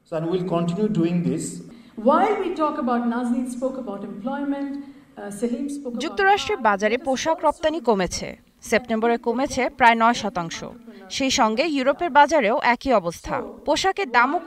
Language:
Bangla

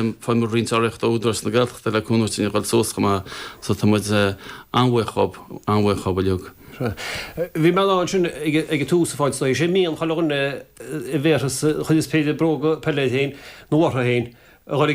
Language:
Irish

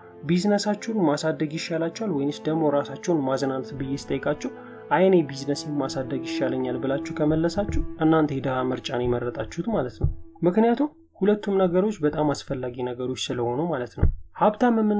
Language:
Amharic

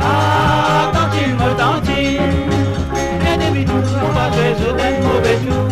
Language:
Morisyen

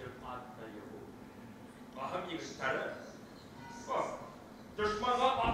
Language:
Bashkir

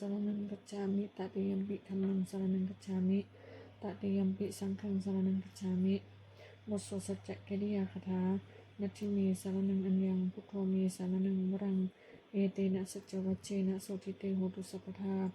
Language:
Pali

